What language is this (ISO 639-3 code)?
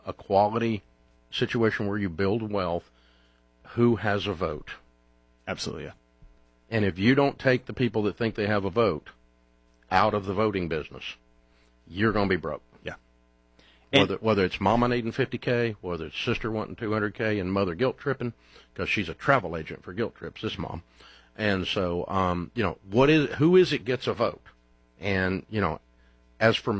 eng